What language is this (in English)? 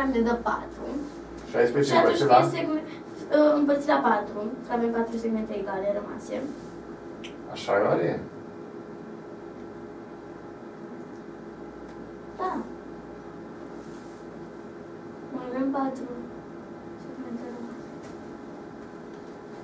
Romanian